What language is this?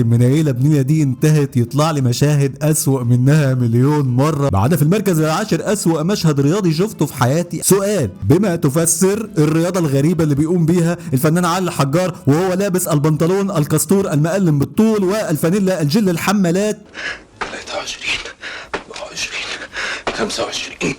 Egyptian Arabic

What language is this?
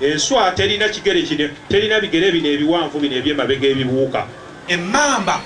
Ganda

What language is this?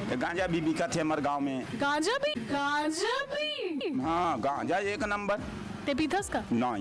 Chhattisgarhi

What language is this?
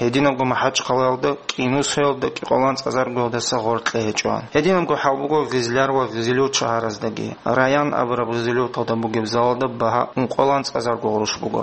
Avaric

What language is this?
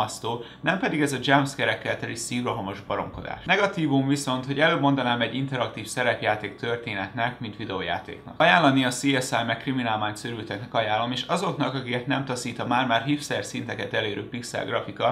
Hungarian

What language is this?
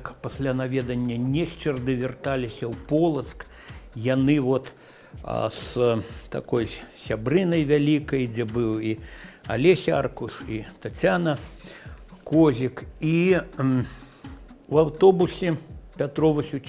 Belarusian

